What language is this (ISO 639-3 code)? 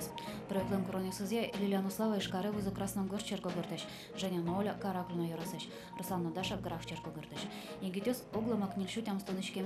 udm